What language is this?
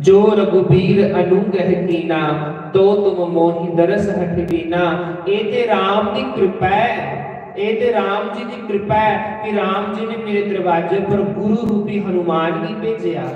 Dogri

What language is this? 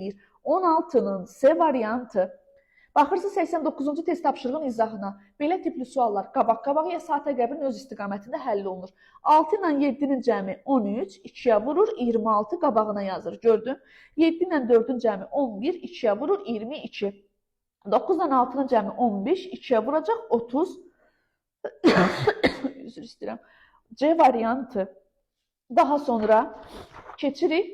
Azerbaijani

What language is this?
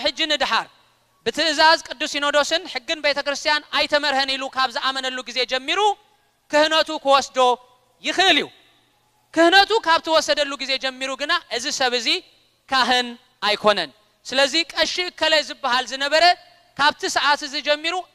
Tigrinya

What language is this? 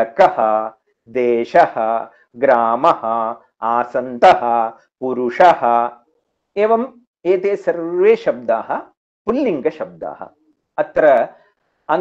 Sanskrit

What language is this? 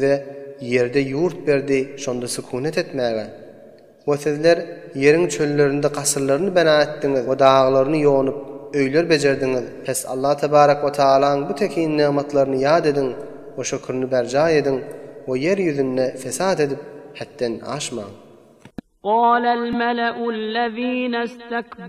Turkmen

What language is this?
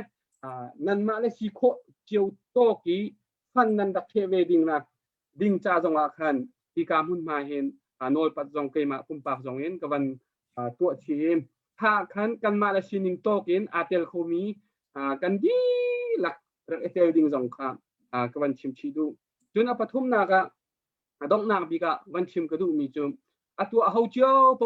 Hakha Chin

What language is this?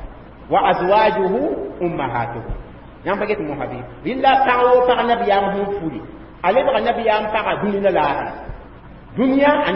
Mossi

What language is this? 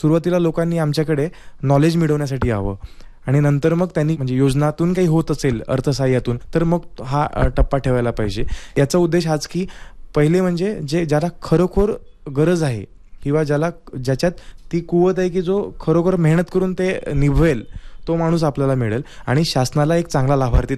Marathi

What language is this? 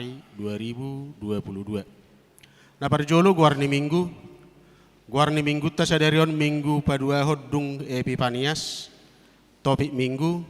Batak Toba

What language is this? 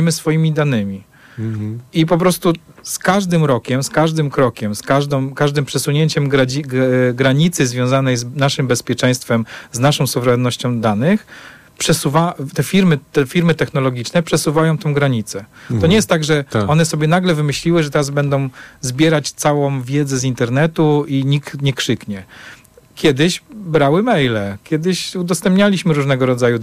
Polish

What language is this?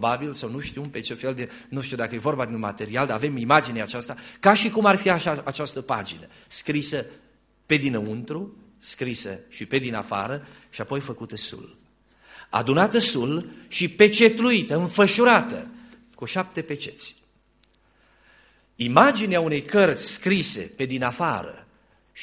Romanian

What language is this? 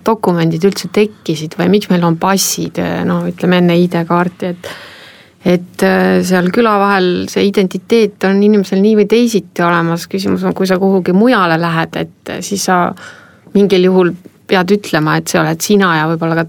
Estonian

